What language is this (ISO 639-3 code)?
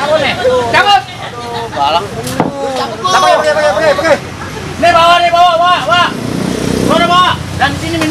bew